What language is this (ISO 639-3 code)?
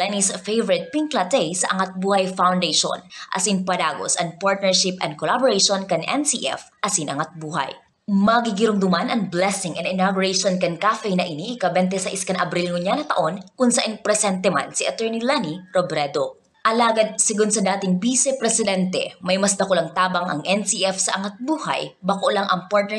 bik